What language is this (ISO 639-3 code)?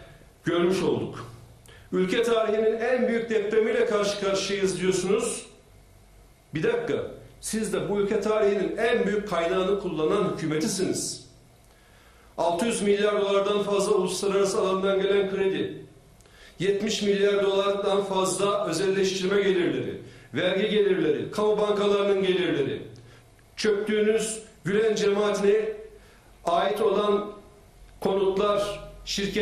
tur